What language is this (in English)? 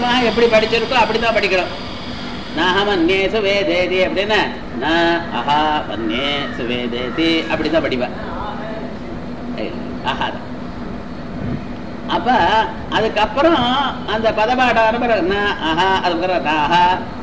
Tamil